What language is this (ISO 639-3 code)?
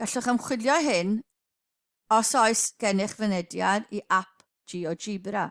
cym